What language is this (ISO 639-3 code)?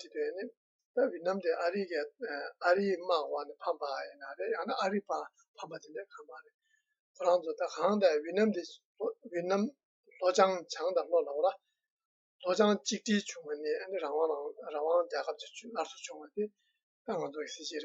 bod